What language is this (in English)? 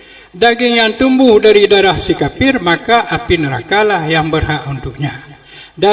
Achinese